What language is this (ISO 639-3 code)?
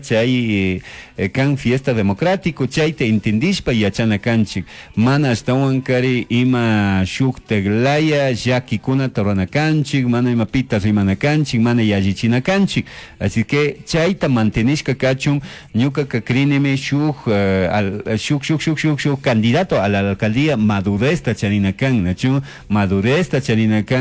qug